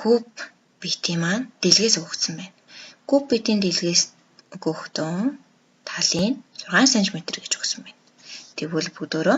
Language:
Mongolian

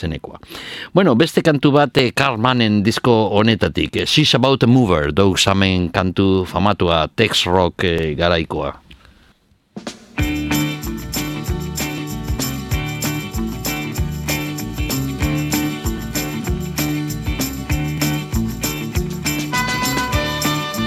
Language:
Basque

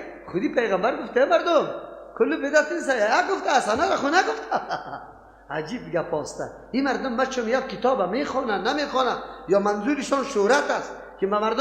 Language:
Persian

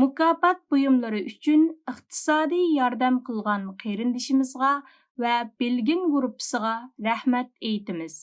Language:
Uyghur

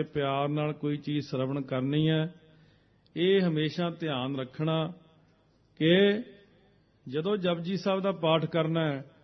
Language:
Punjabi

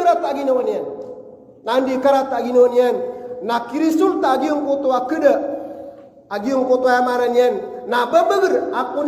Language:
Maranao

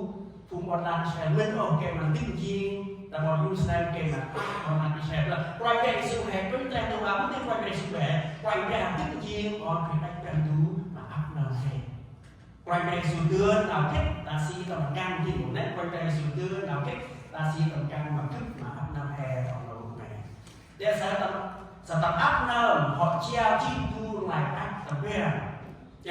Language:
Central Mnong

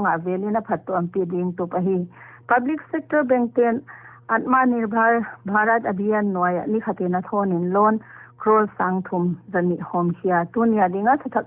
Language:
Paite Chin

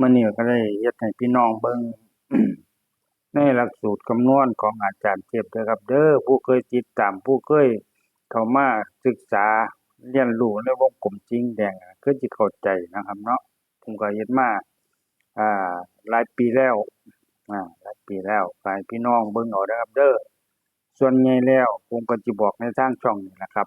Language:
Lao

